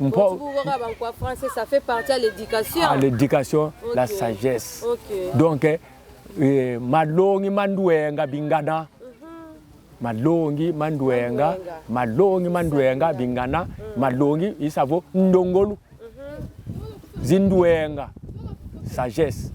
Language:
Kongo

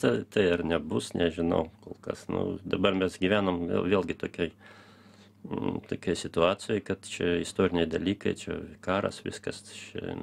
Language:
Lithuanian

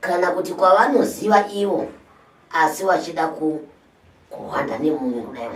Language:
Shona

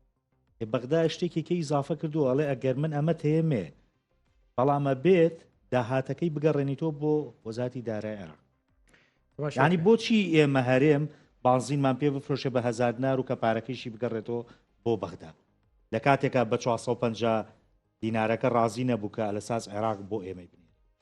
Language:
Central Kurdish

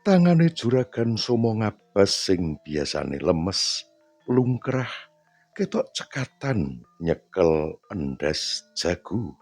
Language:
Javanese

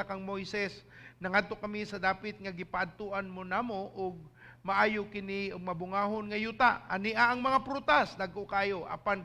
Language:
Cebuano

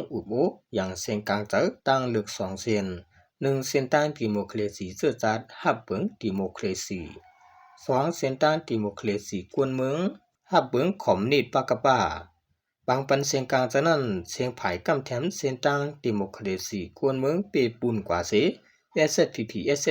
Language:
Shan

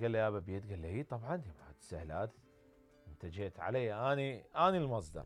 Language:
Mesopotamian Arabic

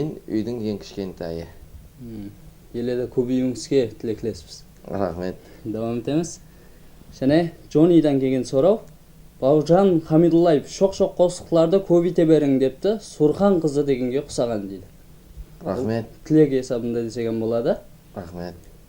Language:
Kara-Kalpak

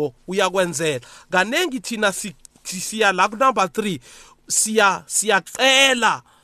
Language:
South Ndebele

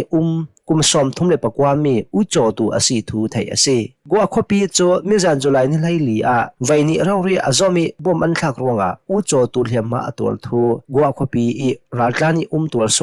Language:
Hakha Chin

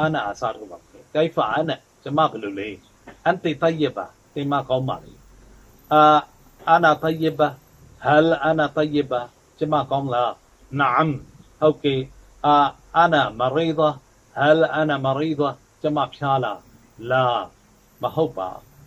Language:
Burmese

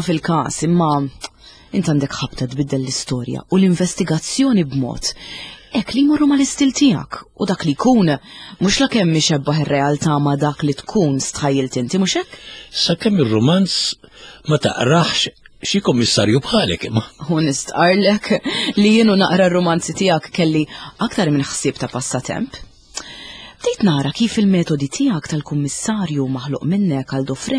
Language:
Maltese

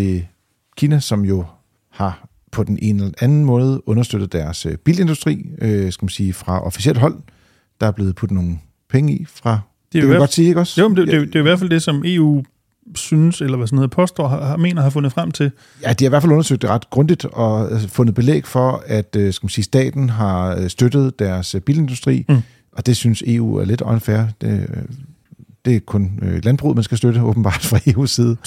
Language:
Danish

